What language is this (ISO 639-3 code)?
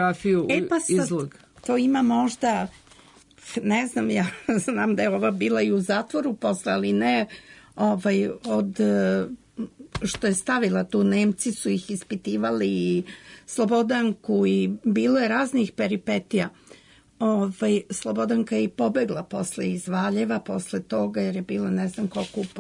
srp